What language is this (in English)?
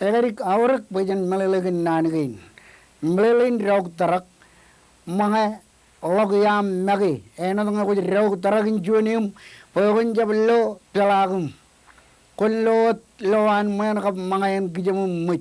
Marshallese